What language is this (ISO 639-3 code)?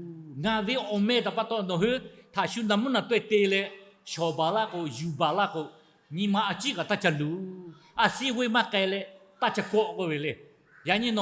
lhu